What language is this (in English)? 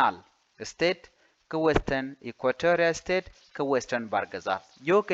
Nuer